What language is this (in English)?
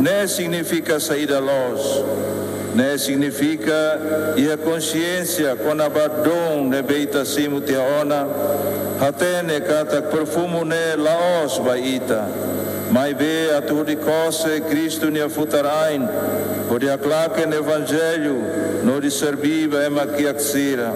Tetum